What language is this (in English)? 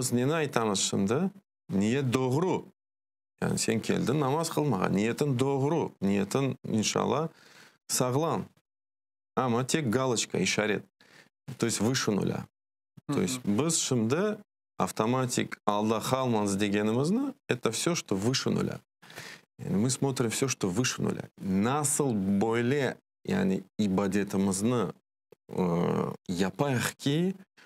Crimean Tatar